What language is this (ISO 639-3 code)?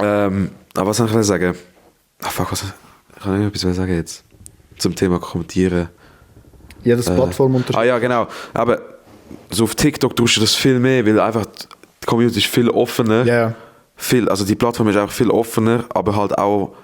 gsw